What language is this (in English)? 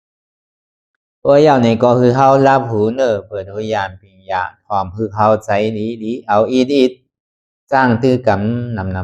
Shan